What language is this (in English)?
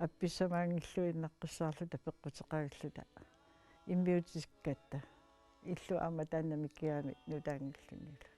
Kalaallisut